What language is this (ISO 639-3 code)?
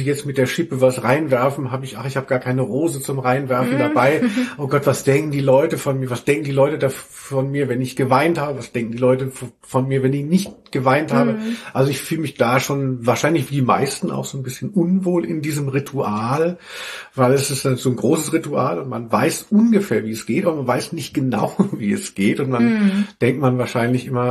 deu